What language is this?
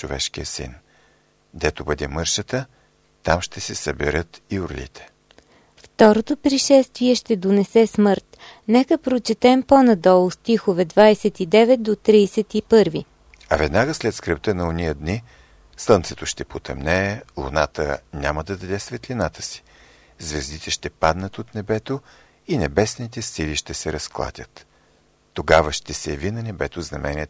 Bulgarian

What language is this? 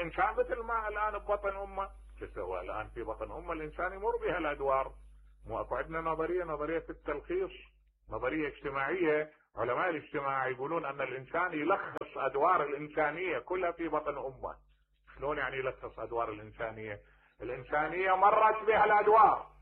Mesopotamian Arabic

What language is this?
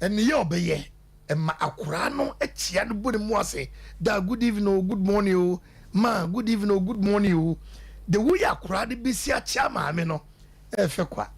Akan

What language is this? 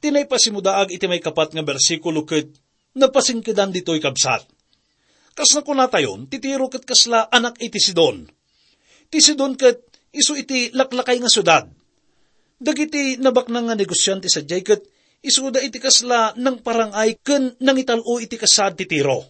Iloko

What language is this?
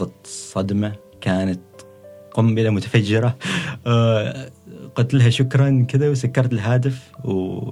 Gulf Arabic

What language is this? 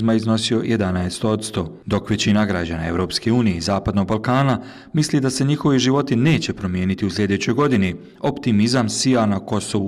Bosnian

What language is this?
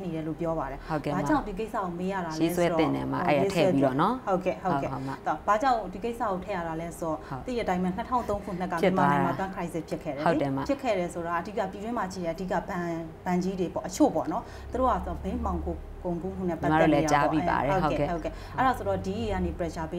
Burmese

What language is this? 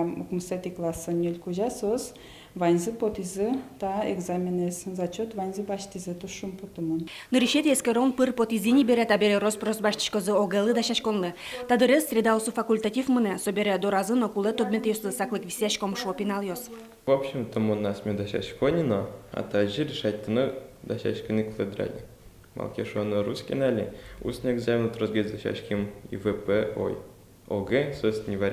Udmurt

